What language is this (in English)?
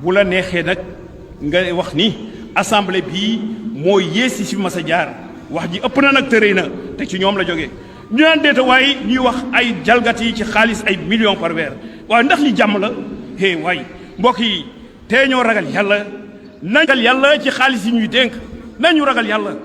Wolof